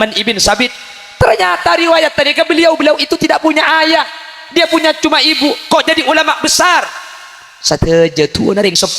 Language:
Madurese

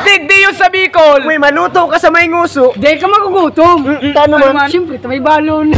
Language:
Bikol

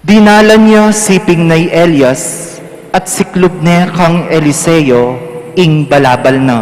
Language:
Pampanga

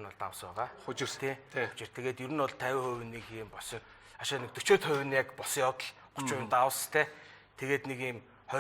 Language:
Mongolian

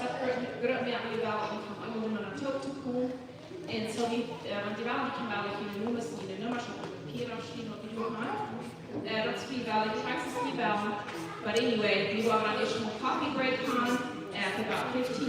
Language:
Plautdietsch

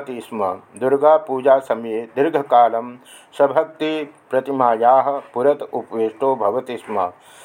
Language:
Sanskrit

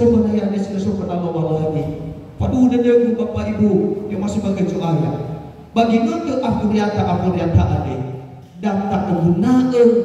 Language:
Nias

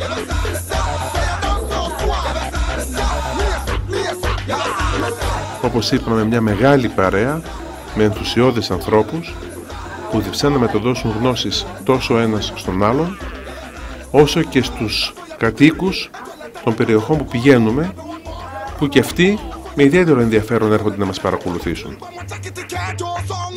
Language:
Greek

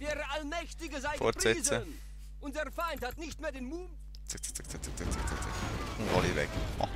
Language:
Swiss German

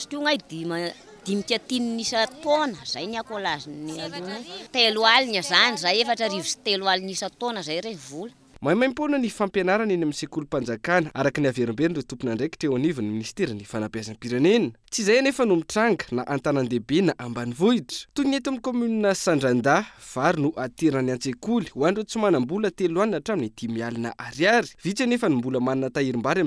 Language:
Malagasy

